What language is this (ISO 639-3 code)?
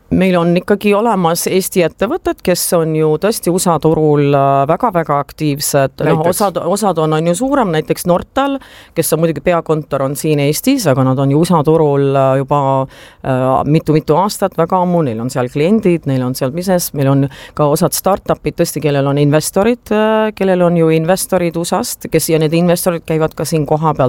est